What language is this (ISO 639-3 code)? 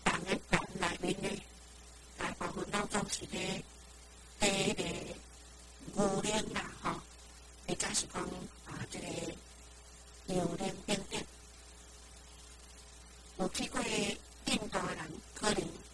nan